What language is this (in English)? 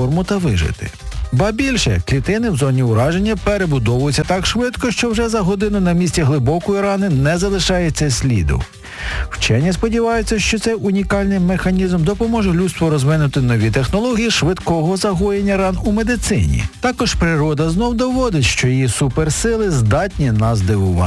Ukrainian